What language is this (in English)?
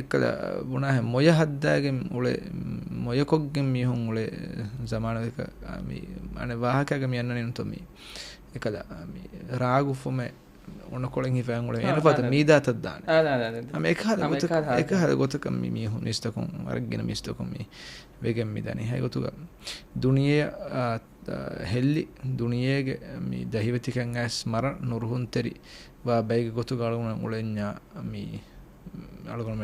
Divehi